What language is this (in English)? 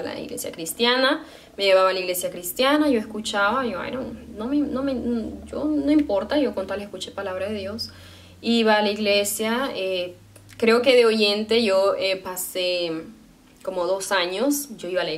Spanish